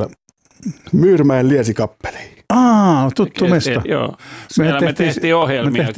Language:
Finnish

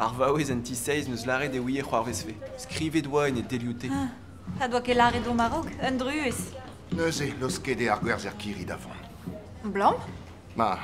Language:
Breton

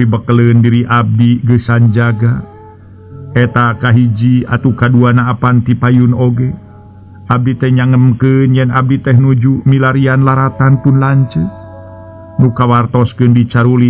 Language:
Sundanese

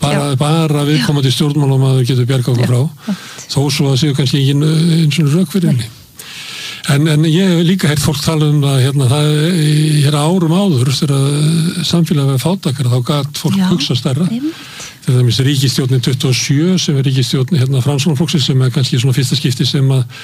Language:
Icelandic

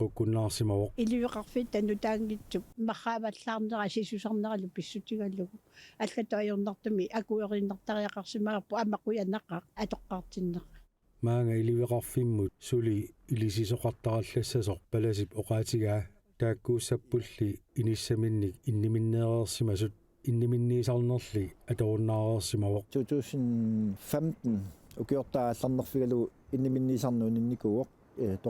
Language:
Kalaallisut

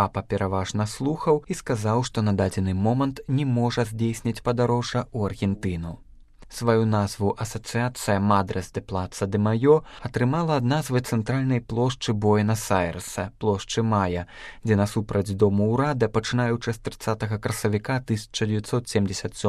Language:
Belarusian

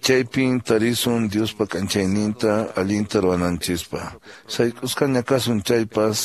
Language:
Quechua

